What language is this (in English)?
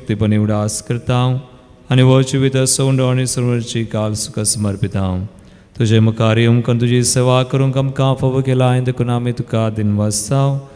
Konkani